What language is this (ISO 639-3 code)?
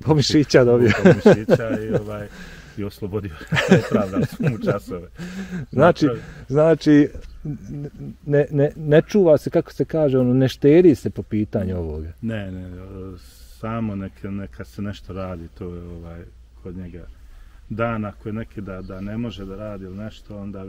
bos